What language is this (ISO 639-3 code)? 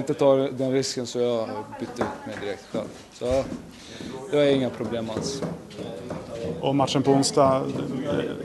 swe